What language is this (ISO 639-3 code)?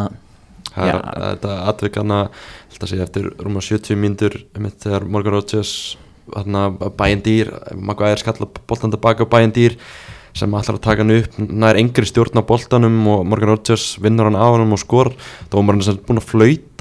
isl